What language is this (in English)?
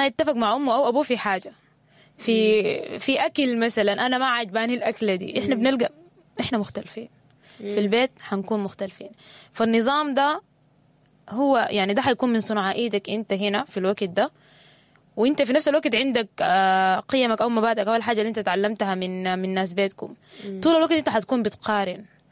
Sudanese Arabic